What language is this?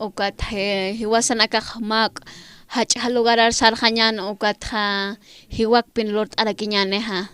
Aymara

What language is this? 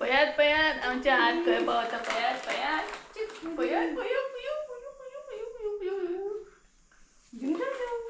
Konkani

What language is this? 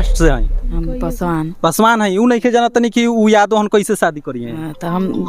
Bhojpuri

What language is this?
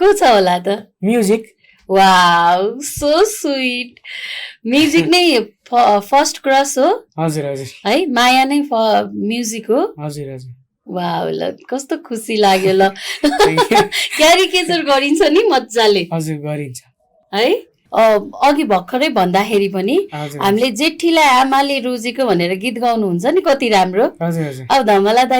Nepali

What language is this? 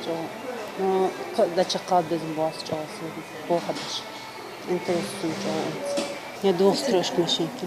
Ingush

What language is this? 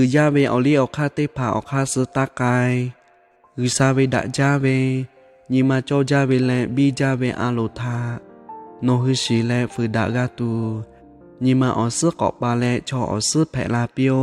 Lahu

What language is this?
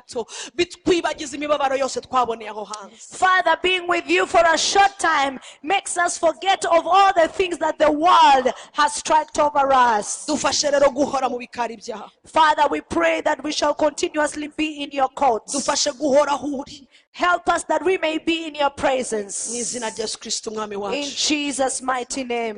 Kinyarwanda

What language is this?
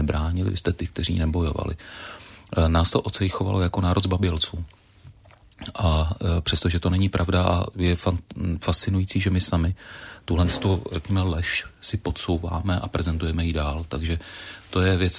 Czech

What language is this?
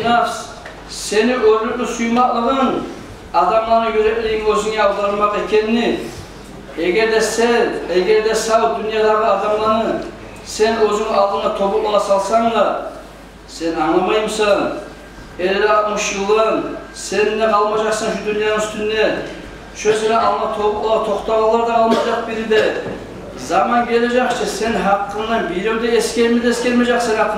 Kumyk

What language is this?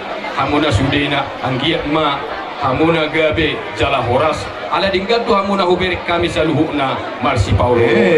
Batak Toba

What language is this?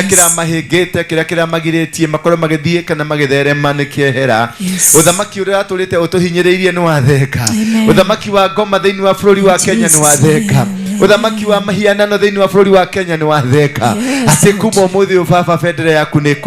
Kikuyu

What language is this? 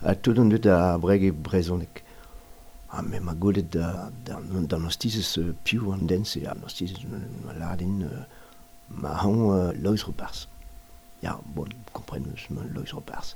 Breton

